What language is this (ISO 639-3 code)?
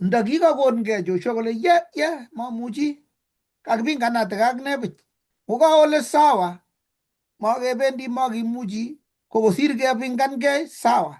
kln